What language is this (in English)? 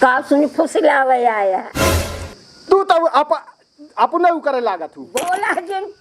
Awadhi